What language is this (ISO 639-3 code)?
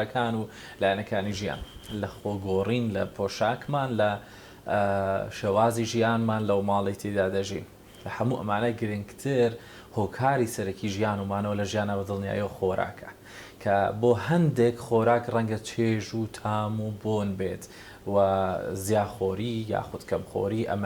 ckb